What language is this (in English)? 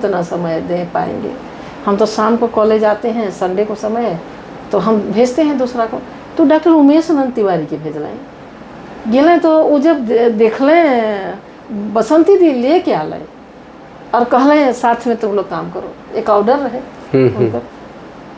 Sadri